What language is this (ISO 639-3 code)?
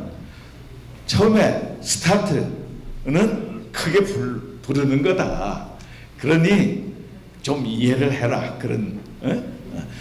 kor